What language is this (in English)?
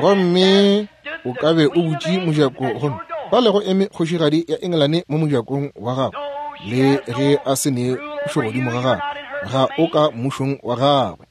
Northern Sotho